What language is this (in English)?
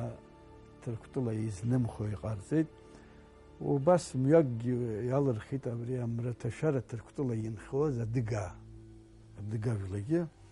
Abkhazian